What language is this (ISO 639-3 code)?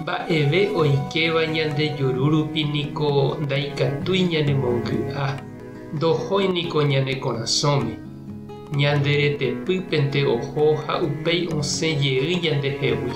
grn